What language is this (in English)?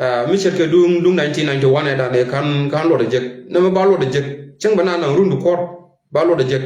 Nuer